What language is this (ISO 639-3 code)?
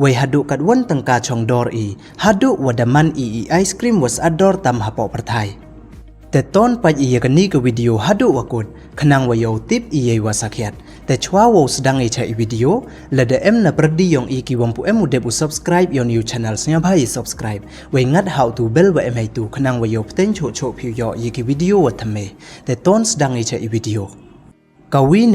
pbv